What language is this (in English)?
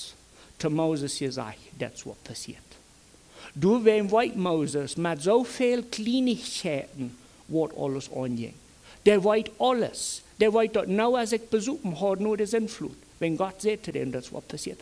Plautdietsch